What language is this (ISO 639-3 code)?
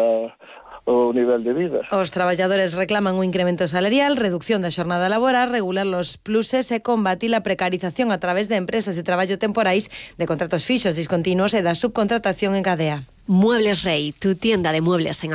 glg